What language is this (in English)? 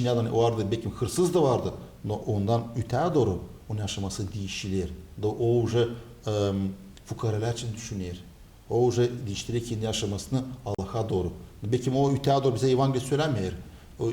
Gagauz